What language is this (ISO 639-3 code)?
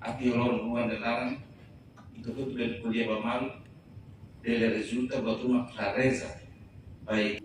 tet